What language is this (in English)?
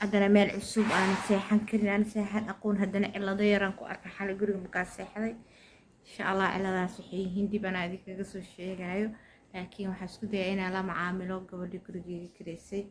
Somali